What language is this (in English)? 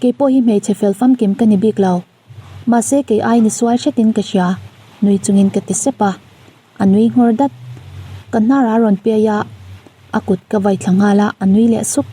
Mizo